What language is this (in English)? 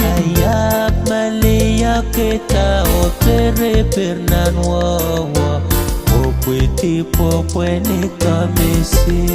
Pohnpeian